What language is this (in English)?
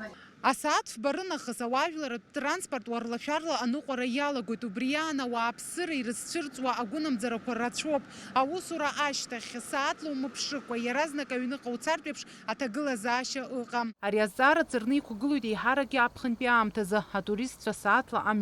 Abkhazian